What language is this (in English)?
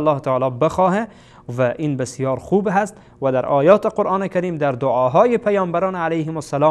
Persian